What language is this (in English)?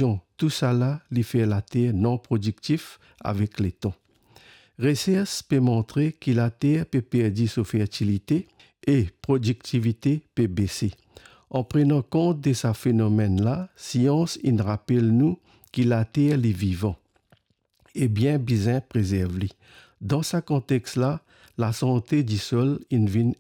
Morisyen